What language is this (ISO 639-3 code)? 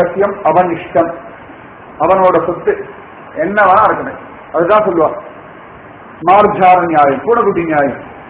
tam